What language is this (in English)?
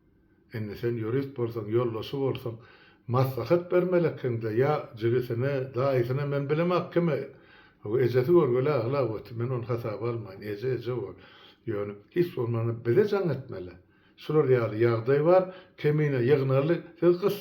Turkmen